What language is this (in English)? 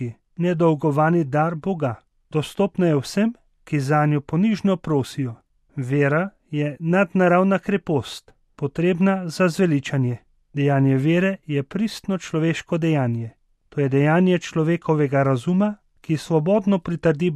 Slovenian